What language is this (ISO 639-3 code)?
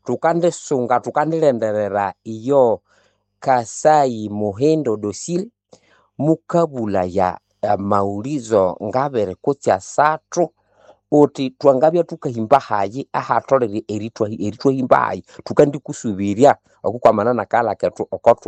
nnb